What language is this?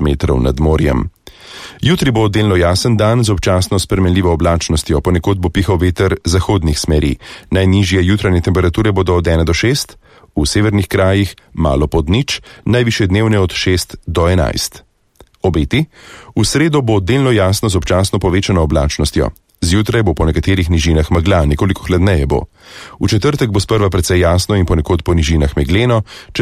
Slovenian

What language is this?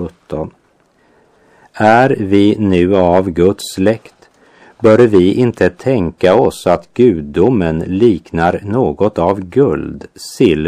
Swedish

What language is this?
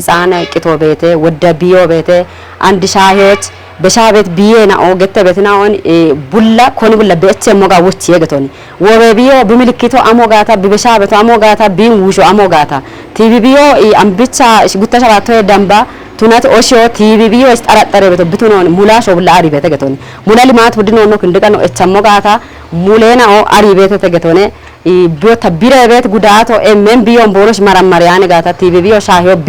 Kafa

